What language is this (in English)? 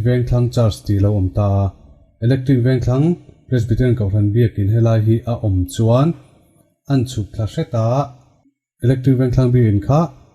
Mizo